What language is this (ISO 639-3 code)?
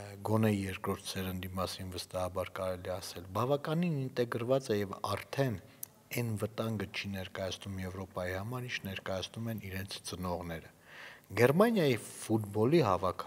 hye